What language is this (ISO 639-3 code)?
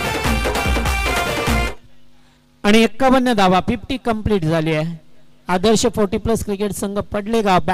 mar